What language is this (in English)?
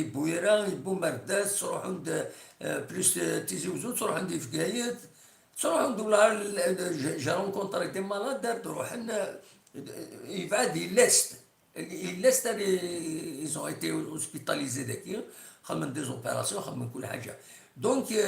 Kabyle